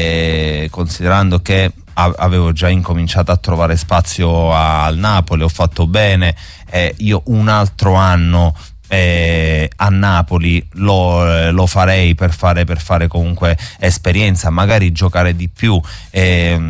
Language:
Italian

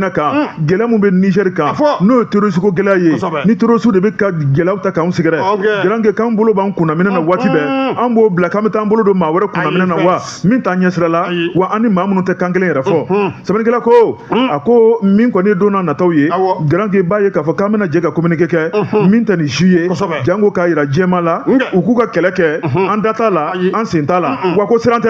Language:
Bambara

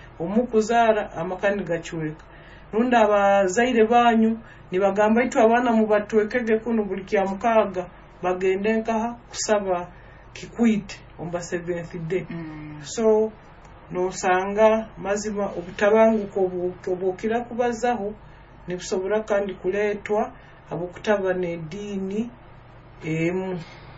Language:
Nyoro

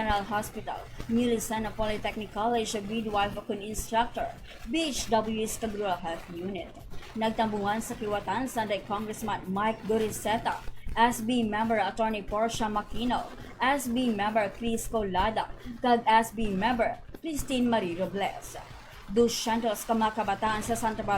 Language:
Hiligaynon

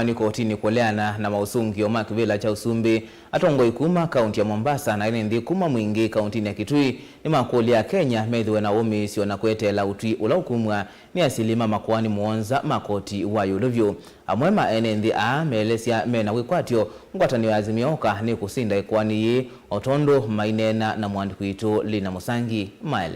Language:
Kamba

